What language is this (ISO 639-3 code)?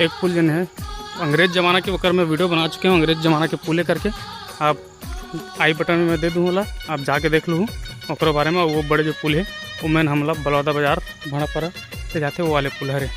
hne